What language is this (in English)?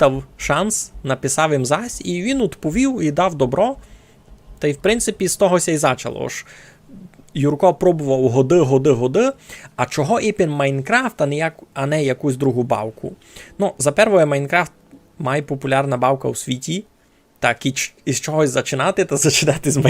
Rusyn